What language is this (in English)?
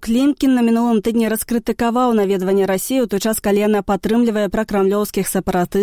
Belarusian